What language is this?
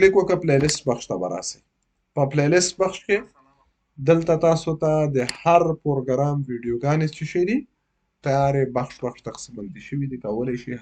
Pashto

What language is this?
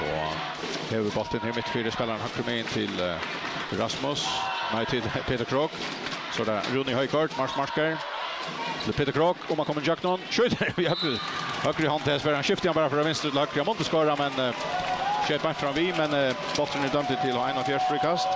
Faroese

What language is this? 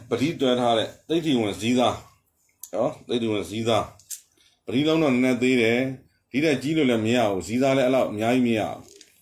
Burmese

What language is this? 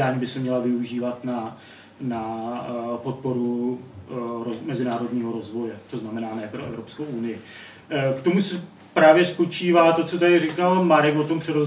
Czech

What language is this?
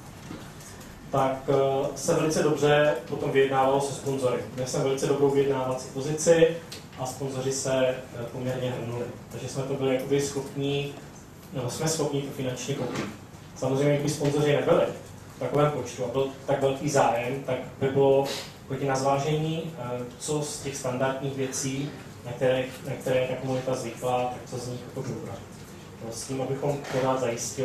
Czech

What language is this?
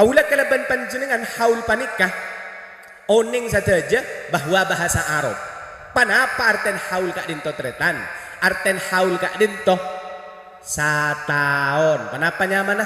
Madurese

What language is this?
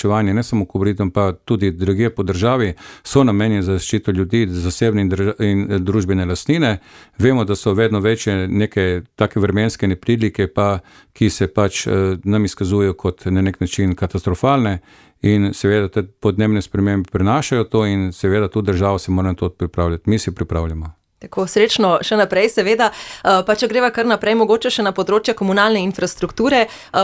Slovenian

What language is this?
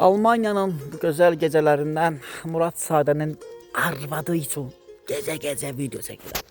Azerbaijani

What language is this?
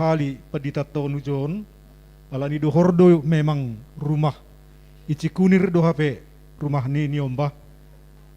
Batak Simalungun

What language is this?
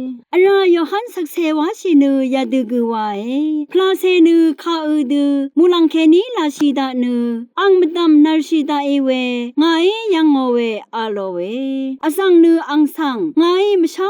Rawang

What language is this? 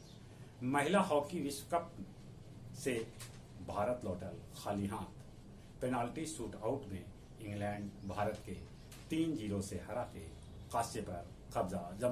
Magahi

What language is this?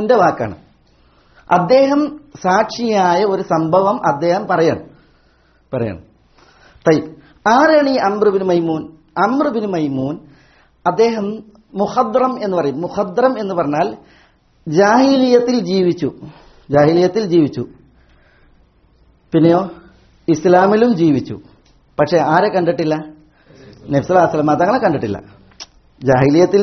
Malayalam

